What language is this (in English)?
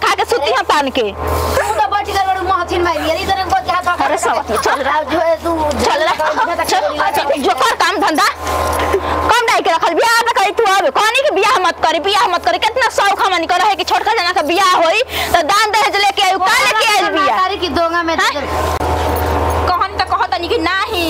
Bhojpuri